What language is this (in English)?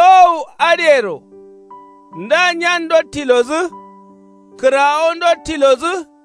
Kanuri